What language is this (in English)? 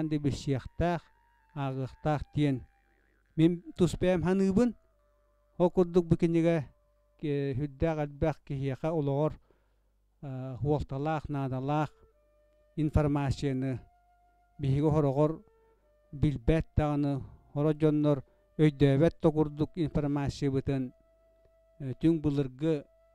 Yakut